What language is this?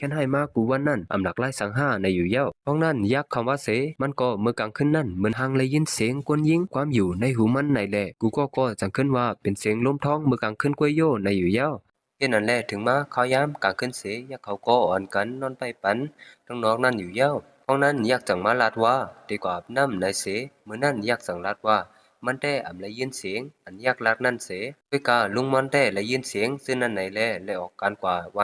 Shan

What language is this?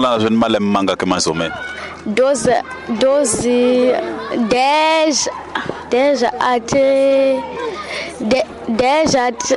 Tsonga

